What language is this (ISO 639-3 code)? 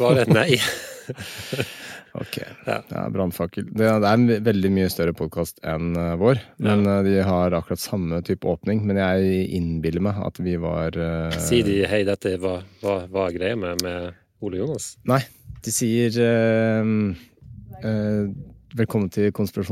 nor